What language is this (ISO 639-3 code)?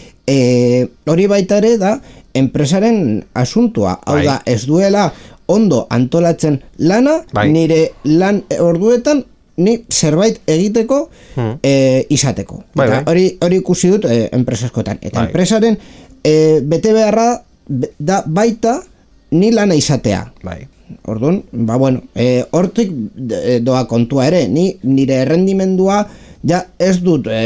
eus